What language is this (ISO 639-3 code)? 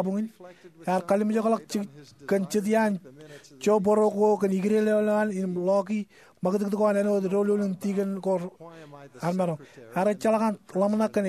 mah